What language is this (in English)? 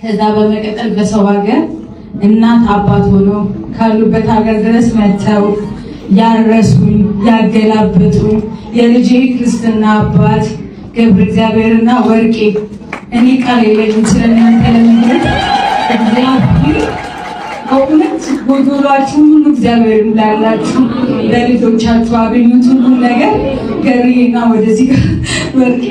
Amharic